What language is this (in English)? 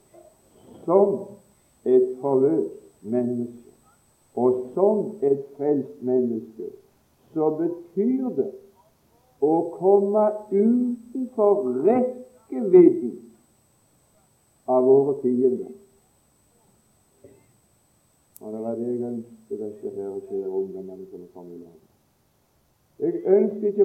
Norwegian